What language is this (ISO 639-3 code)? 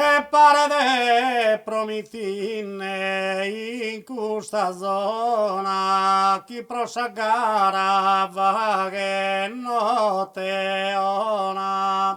srd